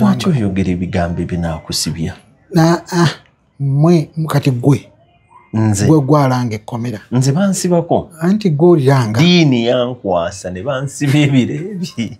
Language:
Ganda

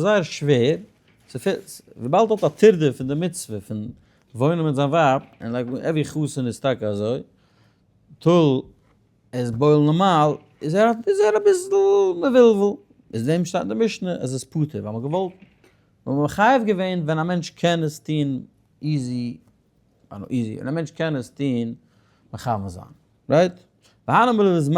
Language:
Yiddish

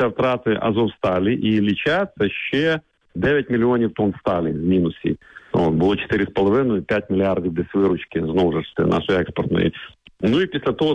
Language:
Ukrainian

